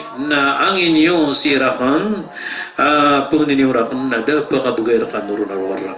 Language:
Maranao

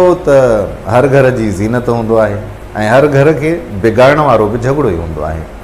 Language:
Sindhi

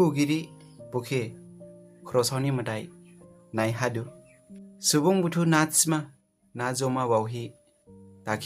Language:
Dimasa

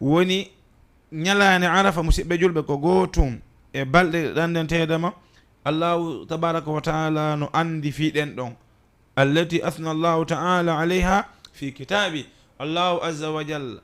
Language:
Fula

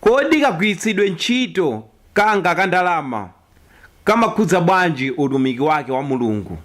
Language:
Nyanja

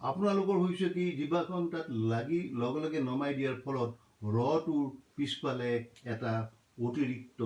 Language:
Assamese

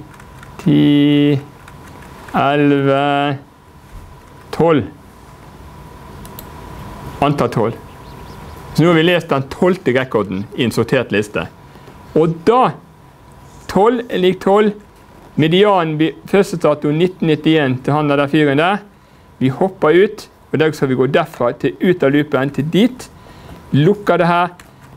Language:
Norwegian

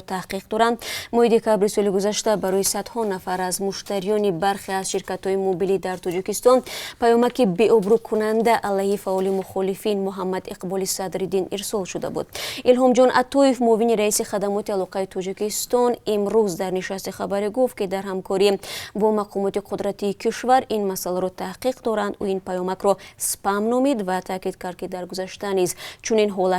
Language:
Tajik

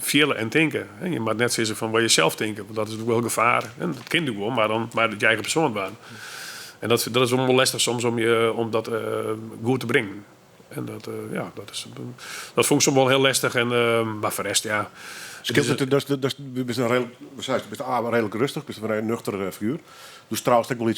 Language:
Western Frisian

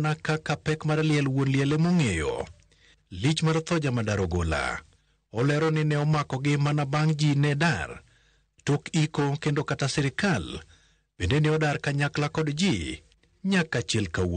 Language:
Luo (Kenya and Tanzania)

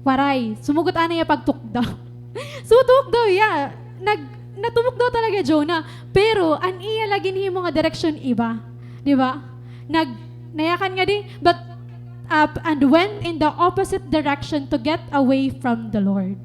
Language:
Waray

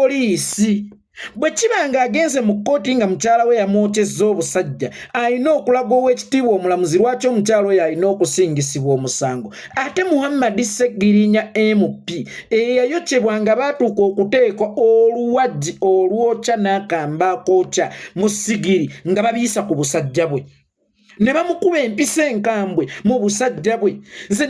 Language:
Ganda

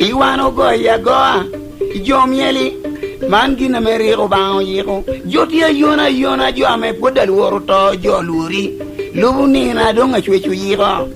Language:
Lango (Uganda)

